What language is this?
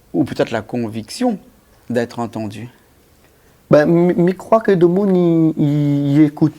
Réunion Creole French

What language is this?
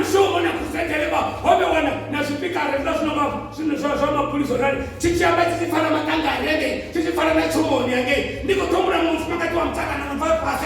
Venda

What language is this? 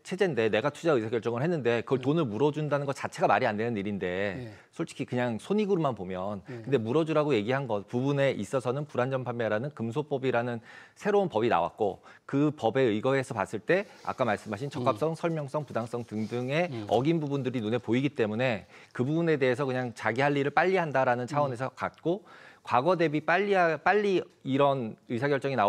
Korean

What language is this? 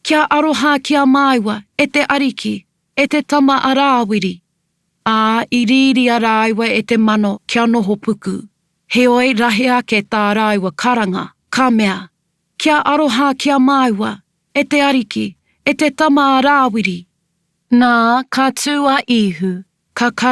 Māori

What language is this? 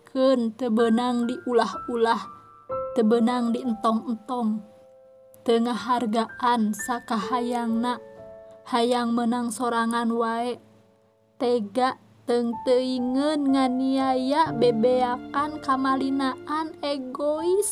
Sundanese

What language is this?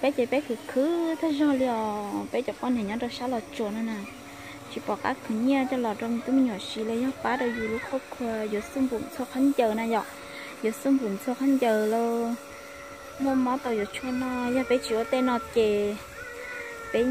Hmong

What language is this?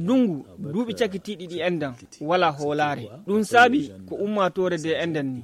Nigerian Fulfulde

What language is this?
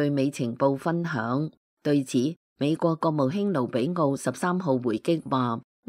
Cantonese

